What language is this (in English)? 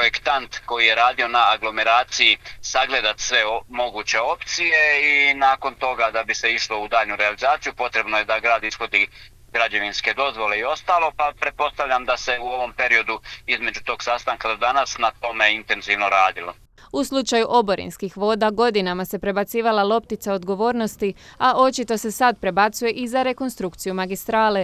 Croatian